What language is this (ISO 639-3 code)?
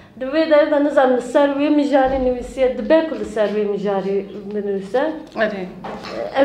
kur